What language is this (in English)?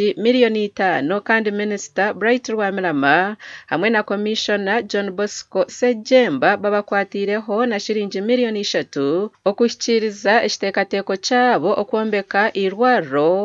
Nyankole